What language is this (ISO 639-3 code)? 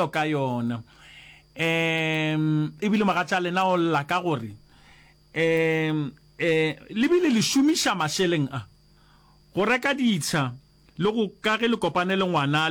nso